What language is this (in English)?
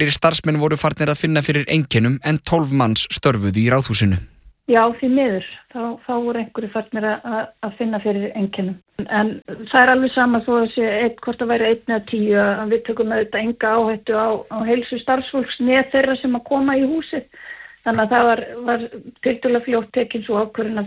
Icelandic